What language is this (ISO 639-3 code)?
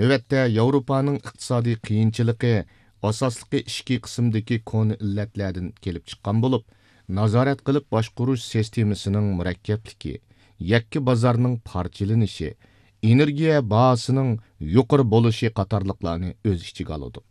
uig